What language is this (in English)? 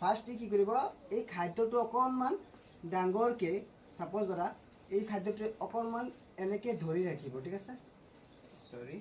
Assamese